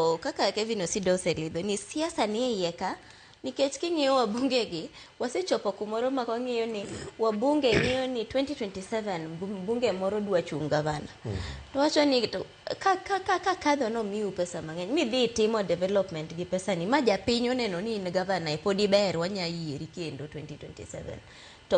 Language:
Luo (Kenya and Tanzania)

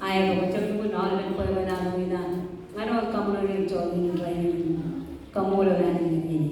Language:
Marshallese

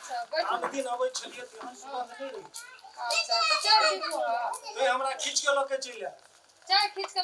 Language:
Maithili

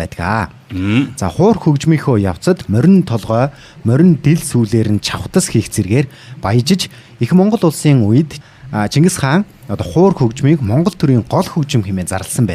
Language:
Mongolian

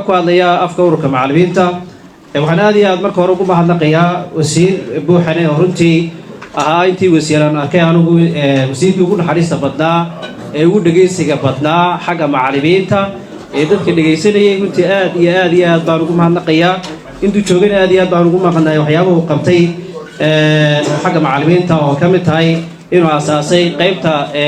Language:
Somali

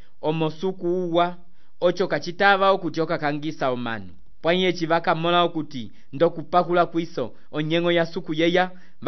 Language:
Umbundu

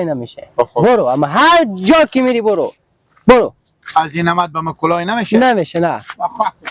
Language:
Persian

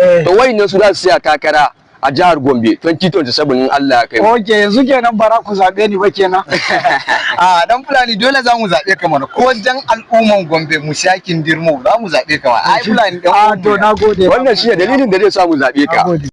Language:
Hausa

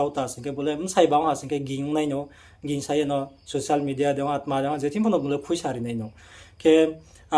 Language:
Riang (India)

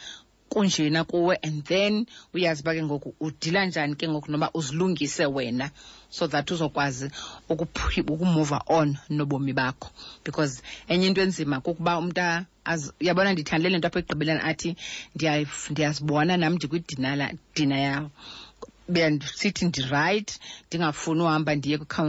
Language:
Xhosa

